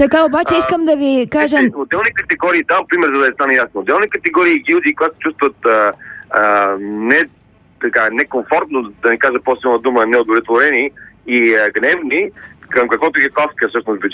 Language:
Bulgarian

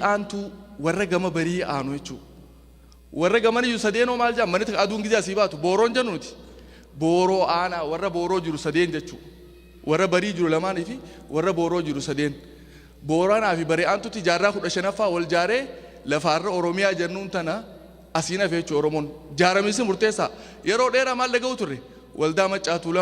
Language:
Oromo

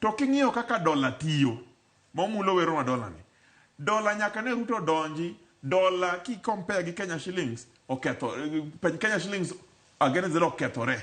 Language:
Luo (Kenya and Tanzania)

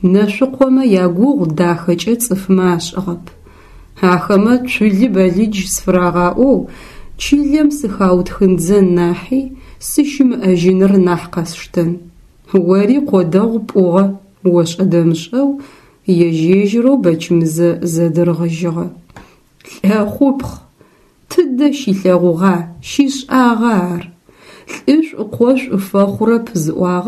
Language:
Adyghe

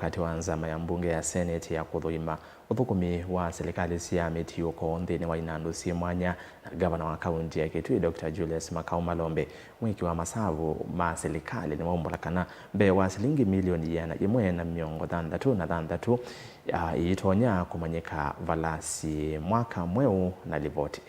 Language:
Kamba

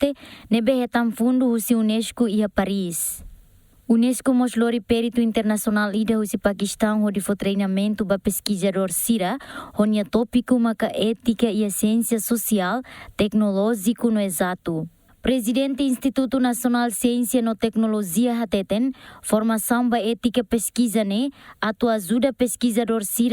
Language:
Tetum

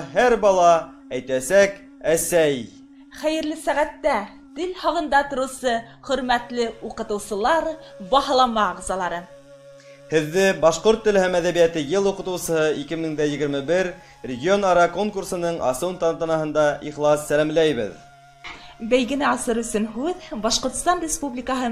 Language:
Bashkir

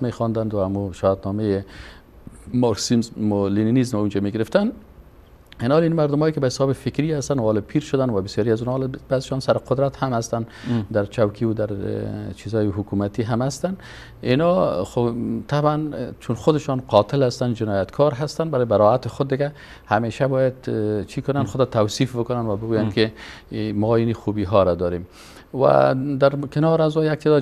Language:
Persian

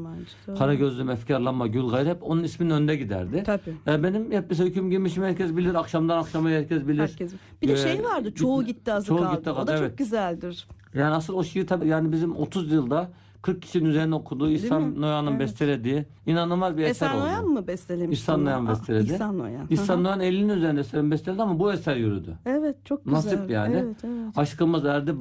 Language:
Turkish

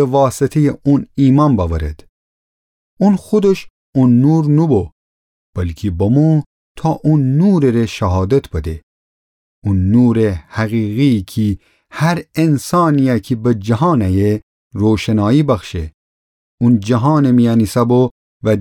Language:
Gilaki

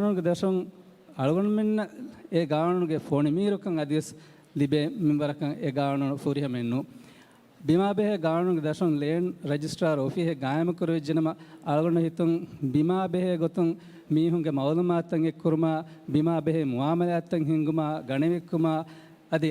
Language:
Divehi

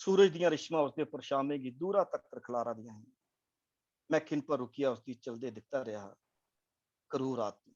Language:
Dogri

